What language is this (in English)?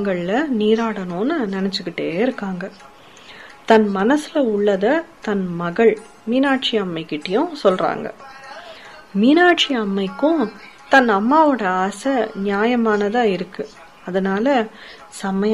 Tamil